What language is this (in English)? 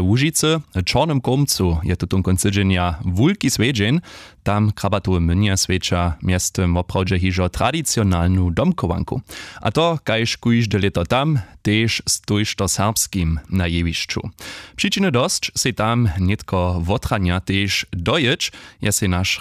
Upper Sorbian